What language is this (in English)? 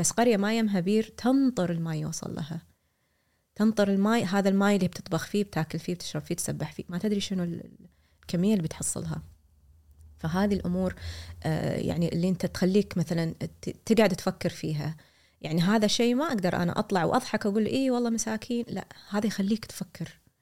Gulf Arabic